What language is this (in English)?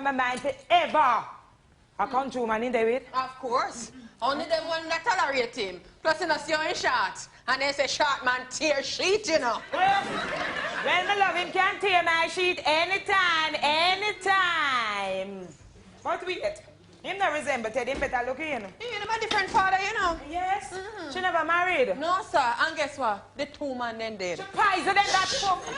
Jamaican Creole English